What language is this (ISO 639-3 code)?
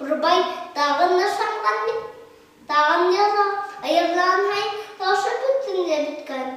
bak